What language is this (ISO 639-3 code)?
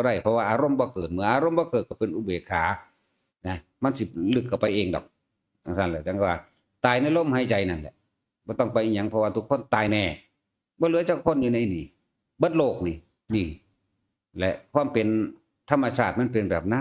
tts